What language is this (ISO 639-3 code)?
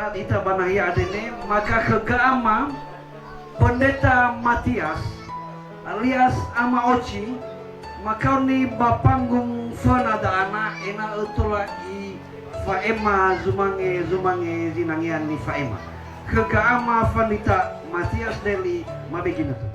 nia